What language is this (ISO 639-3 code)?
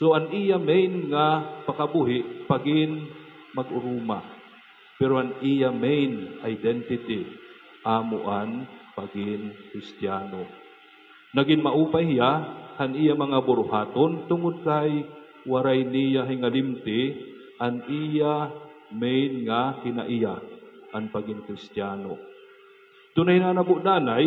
war